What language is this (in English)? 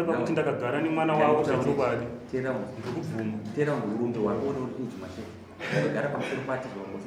Shona